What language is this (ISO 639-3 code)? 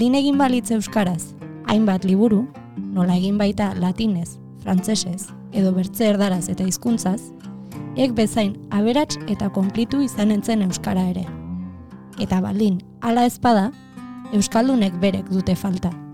eus